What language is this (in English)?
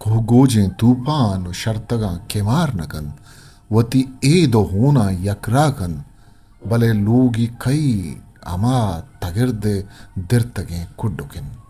Eastern Balochi